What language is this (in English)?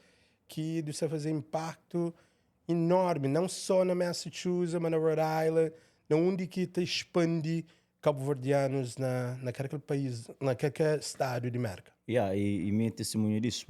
Kabuverdianu